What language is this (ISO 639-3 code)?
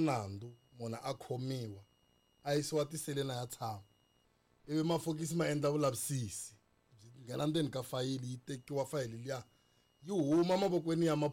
tso